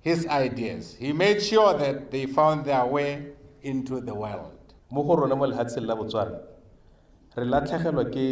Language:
Tswana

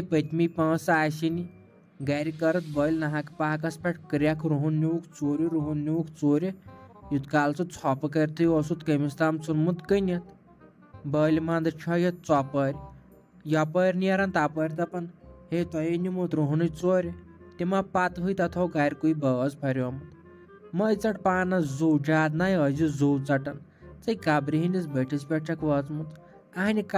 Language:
Kashmiri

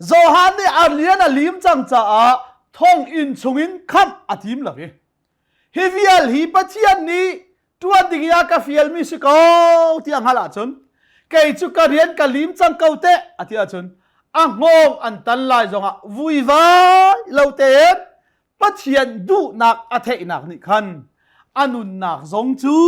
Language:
Hakha Chin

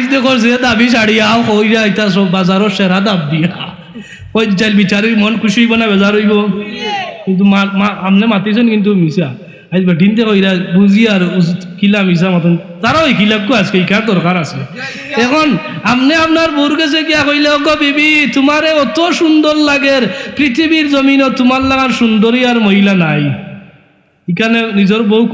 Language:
Sylheti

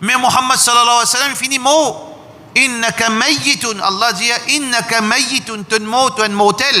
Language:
Morisyen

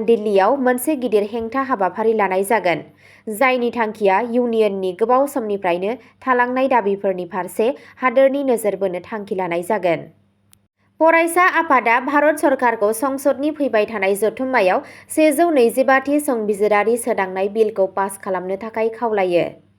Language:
Bodo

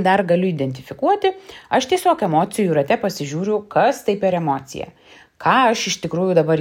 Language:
Lithuanian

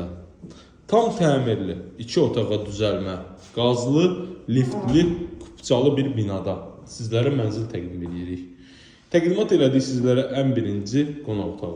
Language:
Azerbaijani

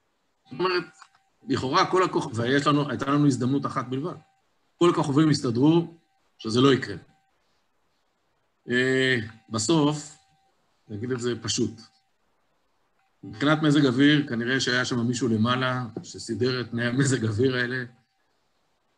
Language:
Hebrew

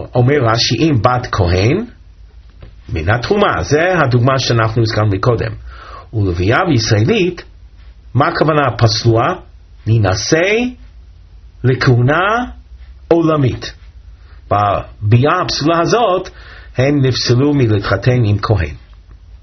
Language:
Hebrew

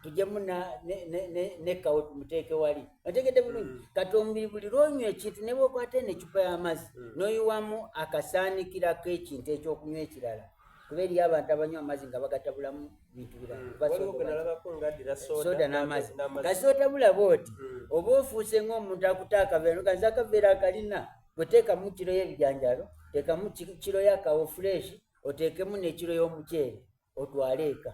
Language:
Soga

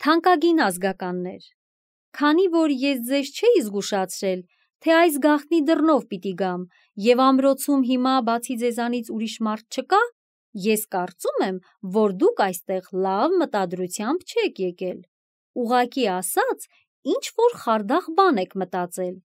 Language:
Armenian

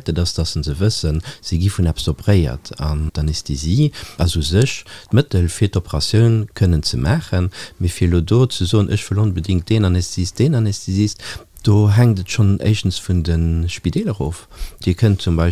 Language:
Luxembourgish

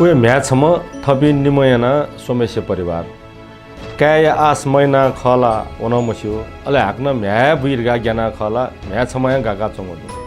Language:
Newari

